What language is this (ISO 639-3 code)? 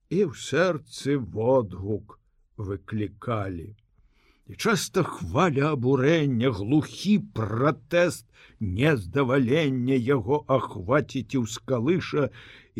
bel